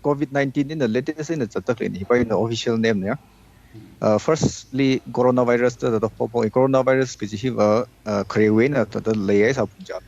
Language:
Tangkhul Naga (India)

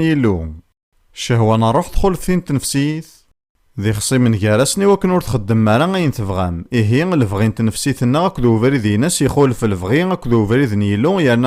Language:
Kabyle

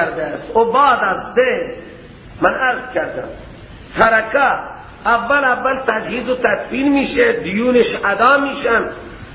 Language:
Persian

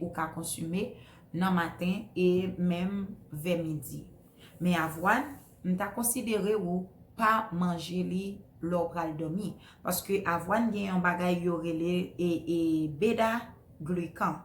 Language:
Haitian Creole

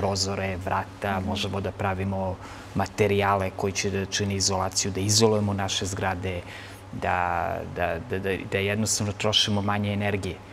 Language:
Serbian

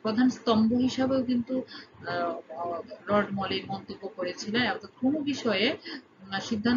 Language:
Bangla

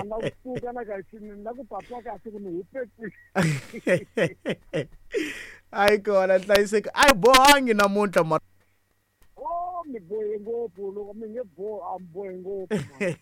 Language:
Tsonga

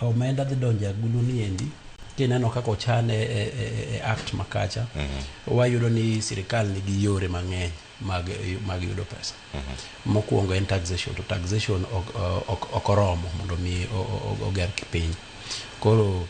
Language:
Luo (Kenya and Tanzania)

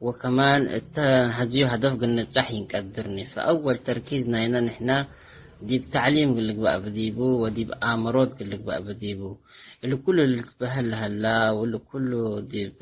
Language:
Tigre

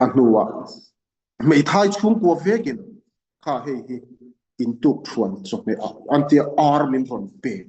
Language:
Mizo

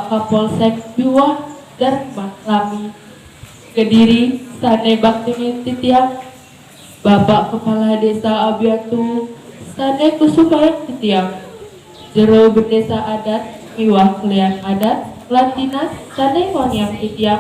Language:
Balinese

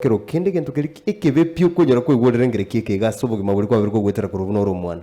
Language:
Gusii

